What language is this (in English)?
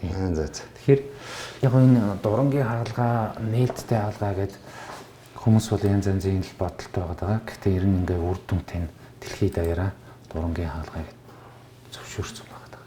Mongolian